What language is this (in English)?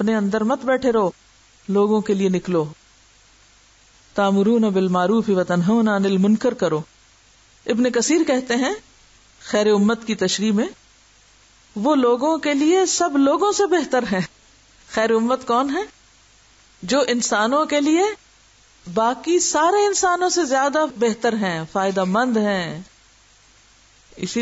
Urdu